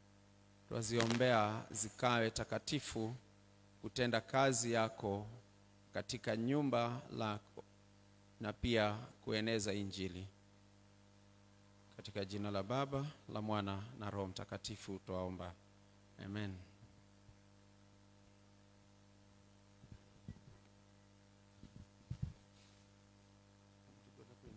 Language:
Swahili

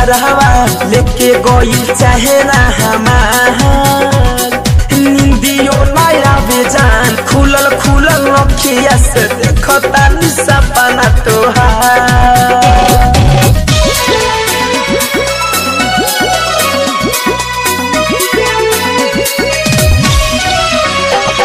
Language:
Bhojpuri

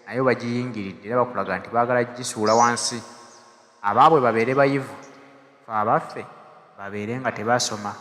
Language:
Ganda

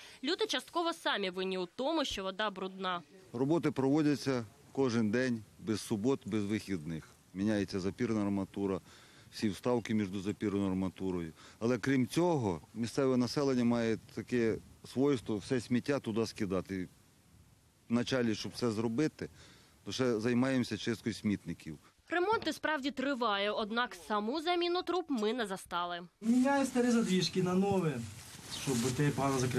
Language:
Ukrainian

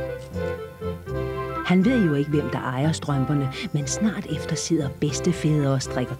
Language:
Danish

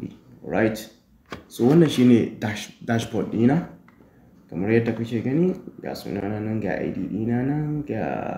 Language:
Hausa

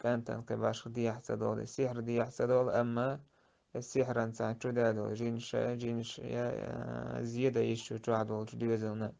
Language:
Chechen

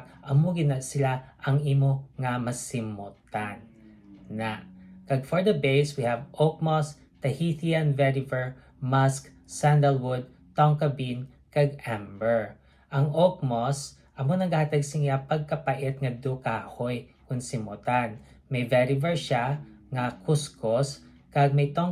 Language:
Hiligaynon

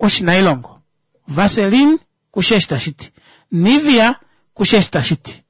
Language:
Kuanyama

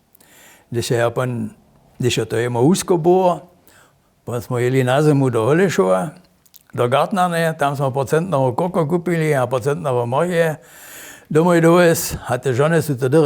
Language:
Upper Sorbian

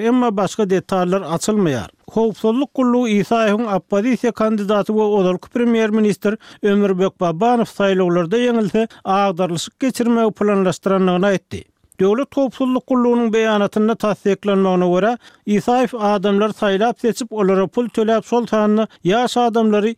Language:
Turkmen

